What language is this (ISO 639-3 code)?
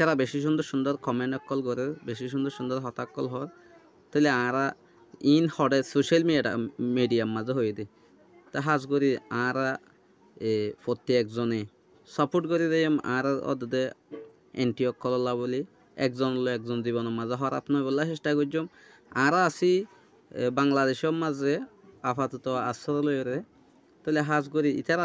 rhg